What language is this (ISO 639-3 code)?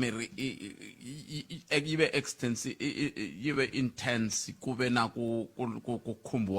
tso